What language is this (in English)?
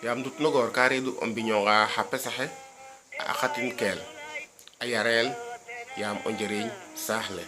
Serer